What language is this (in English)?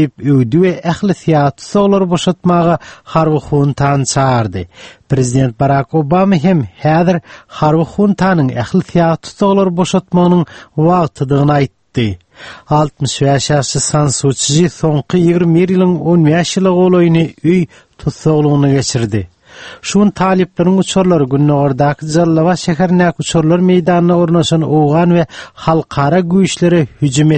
Turkmen